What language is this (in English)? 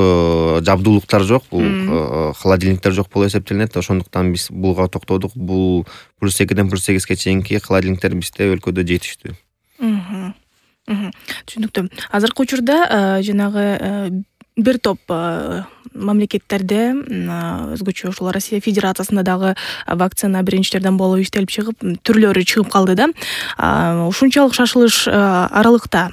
Kyrgyz